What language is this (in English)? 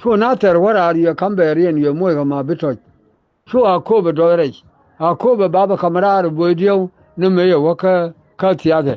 Nuer